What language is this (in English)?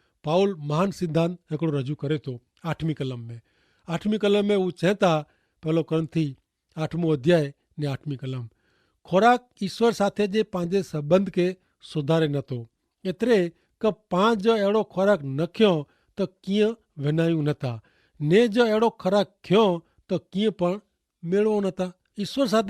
Kachhi